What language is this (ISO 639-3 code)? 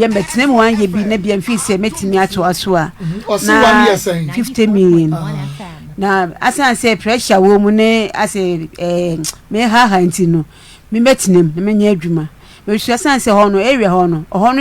aka